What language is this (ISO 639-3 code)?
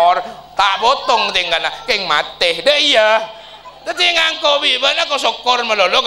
mad